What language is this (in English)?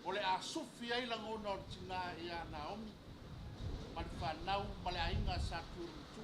Samoan